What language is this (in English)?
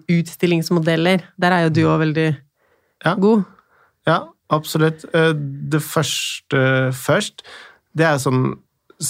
Norwegian